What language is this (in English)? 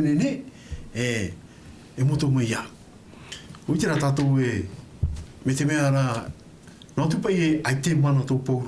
Tahitian